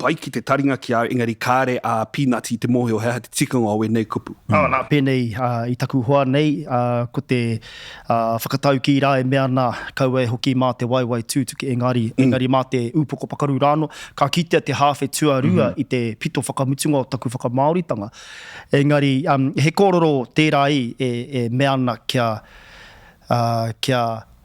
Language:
Māori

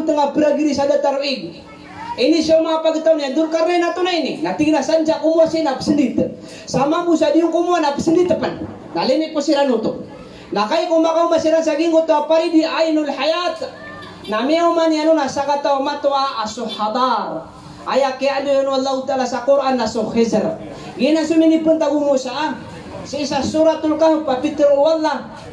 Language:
Maranao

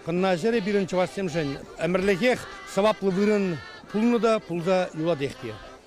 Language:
Chuvash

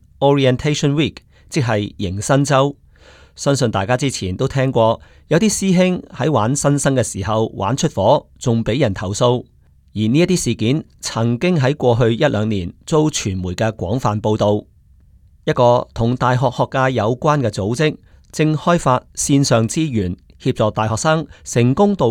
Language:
Cantonese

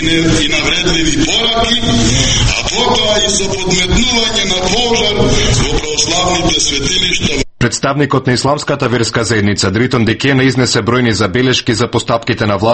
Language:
Macedonian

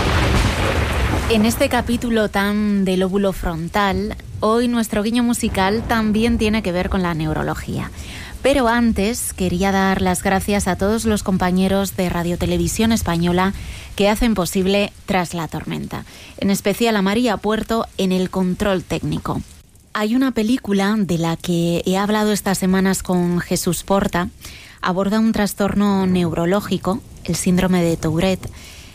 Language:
Spanish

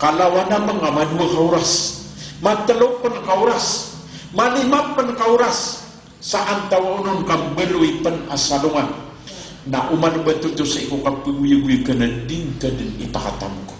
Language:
Maranao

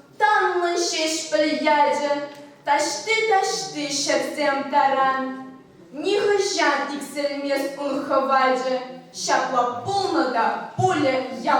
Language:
Chuvash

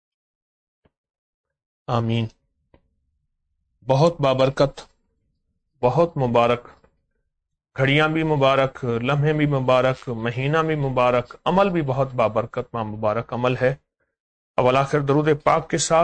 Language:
Urdu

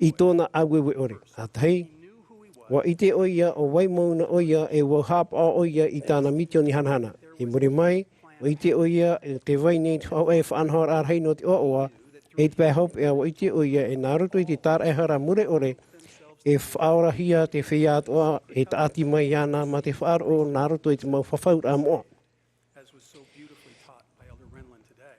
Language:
Tahitian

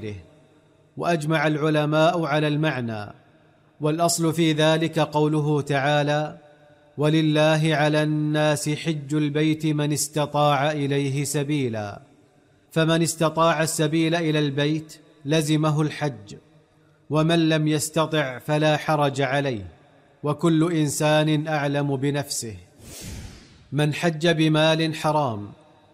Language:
Arabic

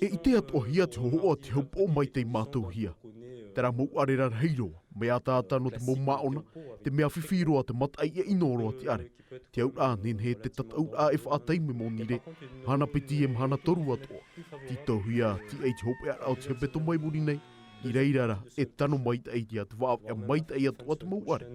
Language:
Tahitian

